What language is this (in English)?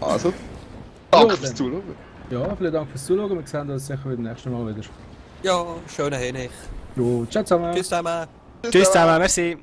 Swiss German